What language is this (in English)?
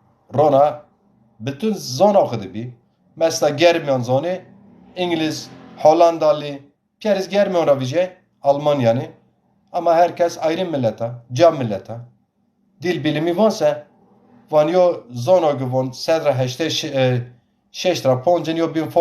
Zaza